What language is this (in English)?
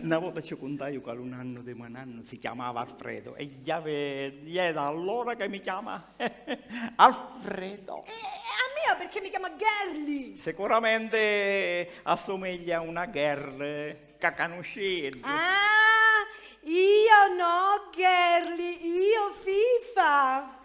Sicilian